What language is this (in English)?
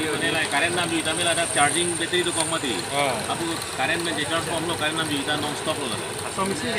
Karbi